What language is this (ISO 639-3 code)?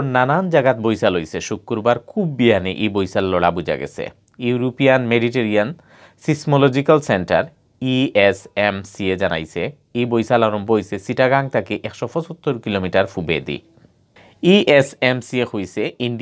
syl